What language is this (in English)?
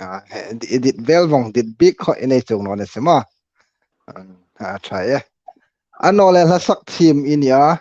Hmar